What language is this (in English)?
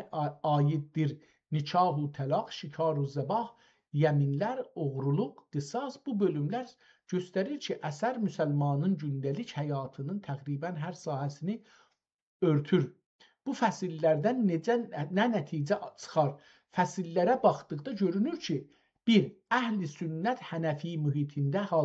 South Azerbaijani